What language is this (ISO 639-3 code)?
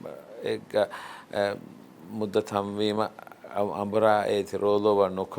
div